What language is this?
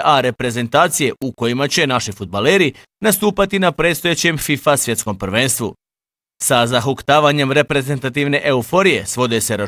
Bosnian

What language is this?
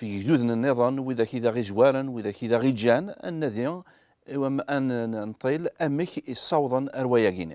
Kabyle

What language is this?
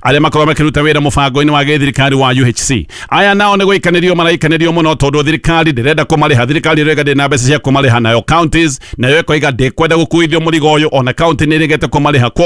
Kikuyu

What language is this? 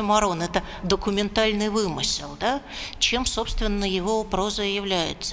Russian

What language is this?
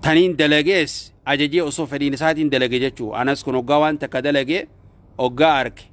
Oromo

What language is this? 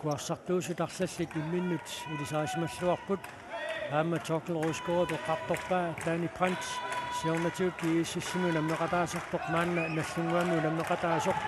Kalaallisut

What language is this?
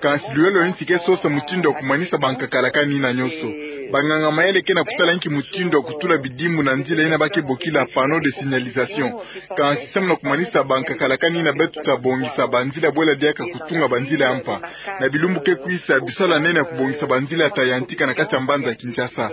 Kituba (Democratic Republic of Congo)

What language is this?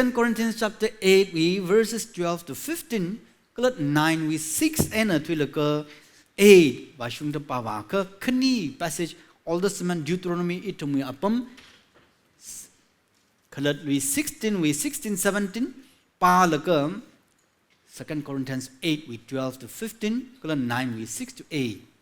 Tangkhul Naga (India)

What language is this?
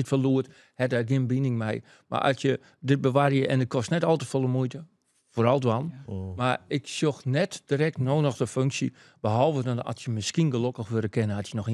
Western Frisian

